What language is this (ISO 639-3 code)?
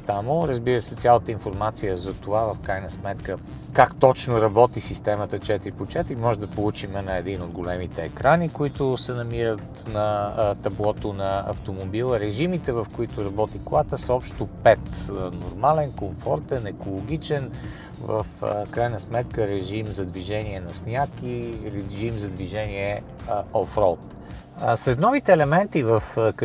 bul